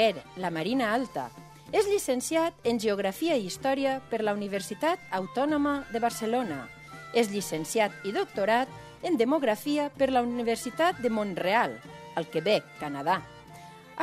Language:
Catalan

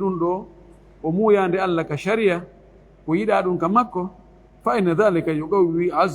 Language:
Fula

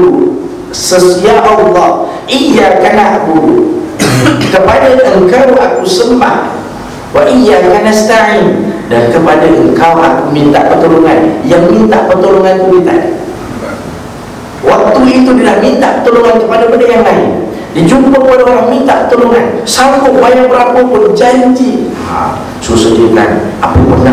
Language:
Malay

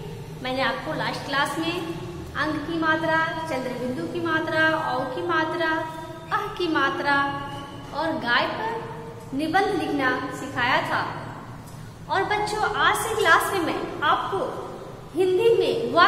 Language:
Hindi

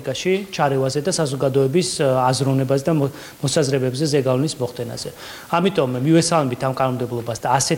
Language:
Georgian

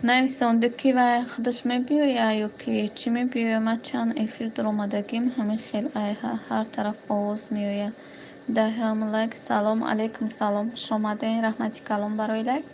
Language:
Tajik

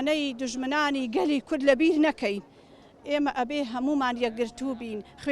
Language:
Central Kurdish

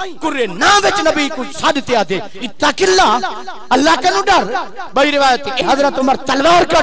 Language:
Saraiki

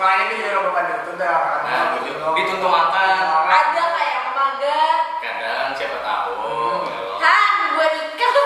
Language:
Banjar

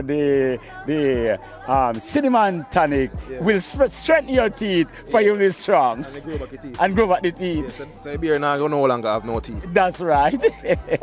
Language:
Jamaican Creole English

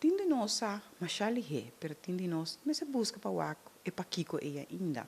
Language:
Papiamento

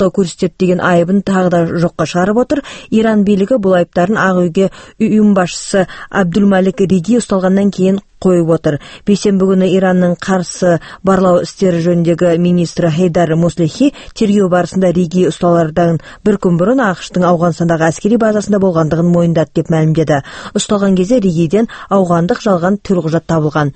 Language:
Kazakh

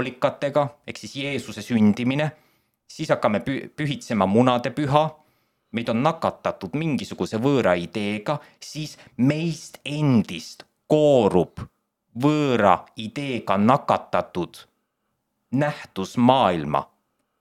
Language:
Estonian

